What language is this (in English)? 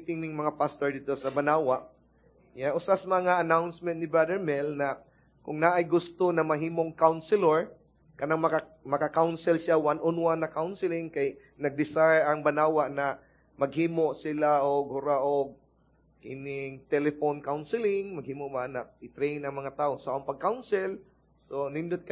Cebuano